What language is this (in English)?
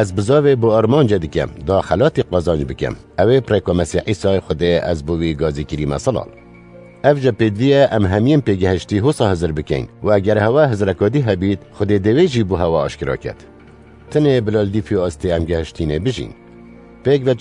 Kurdish